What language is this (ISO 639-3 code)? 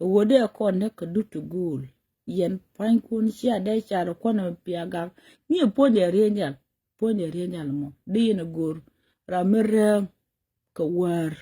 nus